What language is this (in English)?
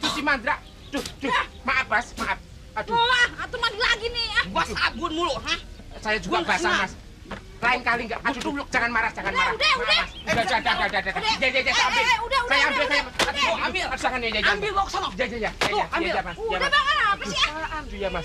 Betawi